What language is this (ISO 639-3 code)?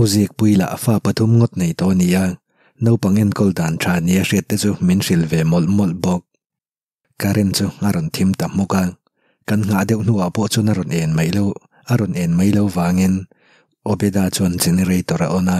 lus